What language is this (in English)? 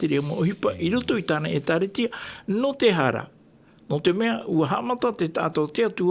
Tahitian